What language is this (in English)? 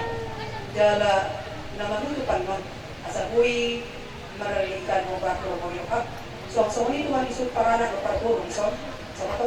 Batak Toba